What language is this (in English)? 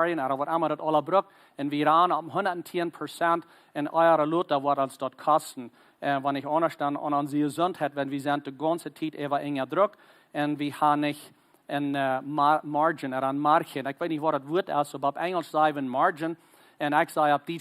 Plautdietsch